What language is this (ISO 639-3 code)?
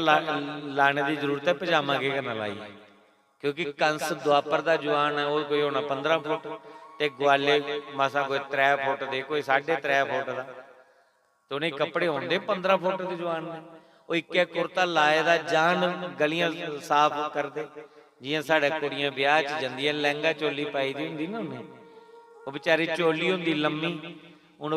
doi